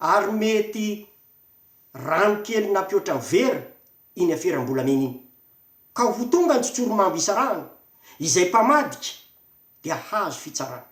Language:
Malagasy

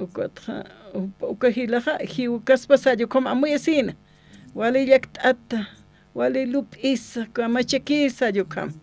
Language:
Aymara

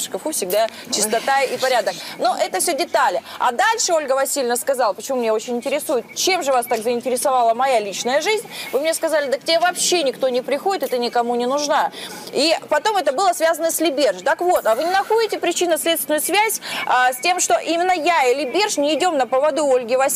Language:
Russian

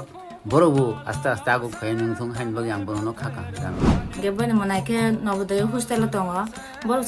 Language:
Kok Borok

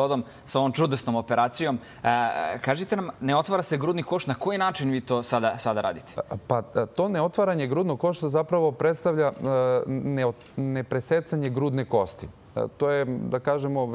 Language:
Serbian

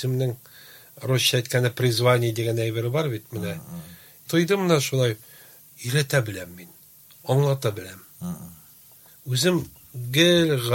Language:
Tatar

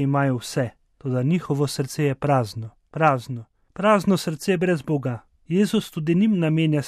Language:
Slovenian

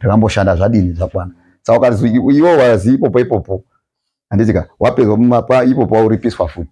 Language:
Shona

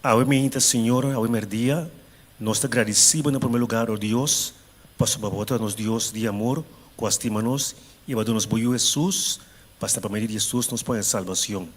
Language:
Papiamento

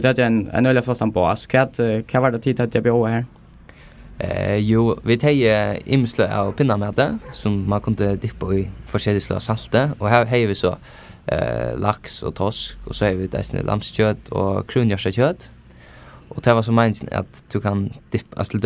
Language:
Faroese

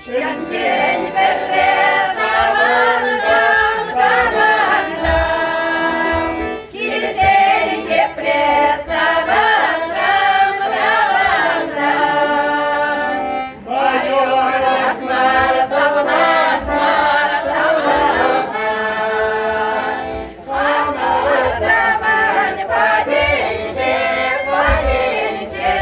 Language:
Chuvash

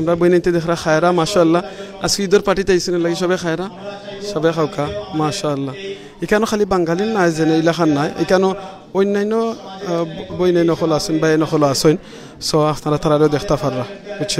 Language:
Sylheti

